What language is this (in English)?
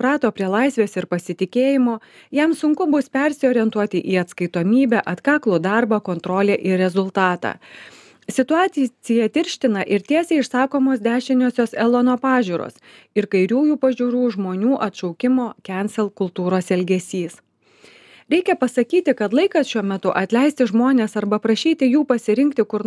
Lithuanian